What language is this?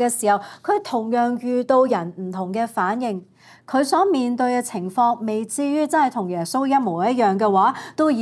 Cantonese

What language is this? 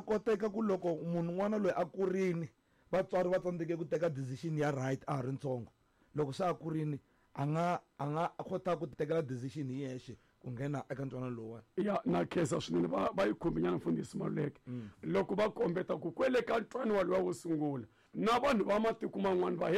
Tsonga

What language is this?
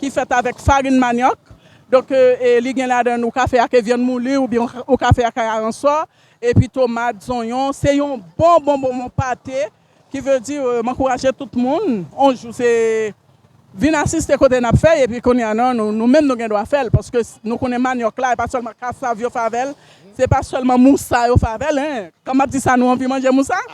Haitian Creole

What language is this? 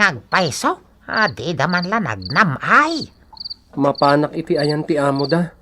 Iloko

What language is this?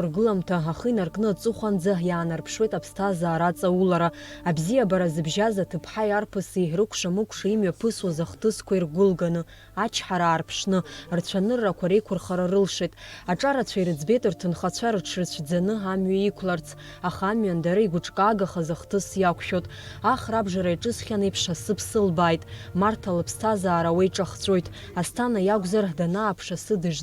Abkhazian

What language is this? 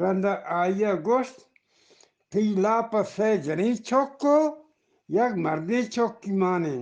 Eastern Balochi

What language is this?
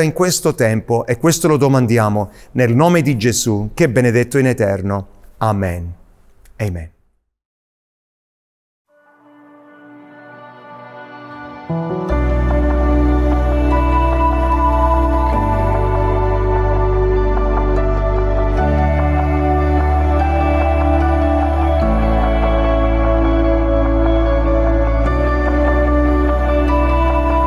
Italian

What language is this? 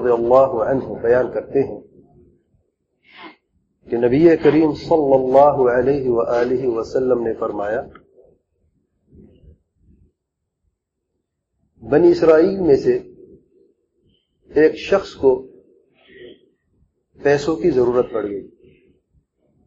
Urdu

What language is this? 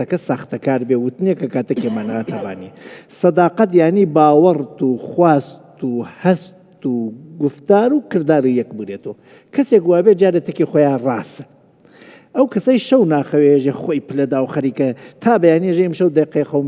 Central Kurdish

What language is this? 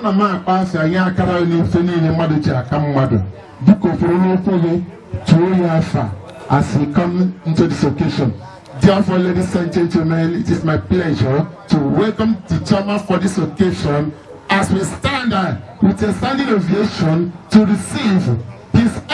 Igbo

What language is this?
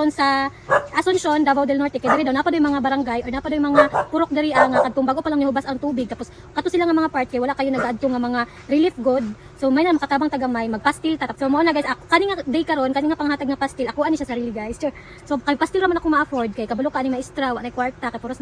Cebuano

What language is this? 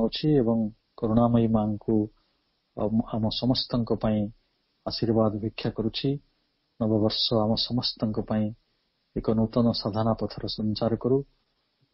Odia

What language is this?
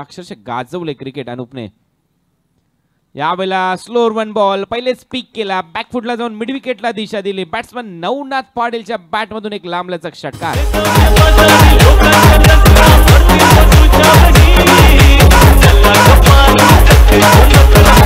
Marathi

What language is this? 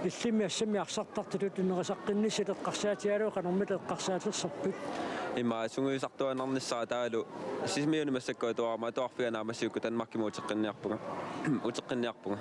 Kalaallisut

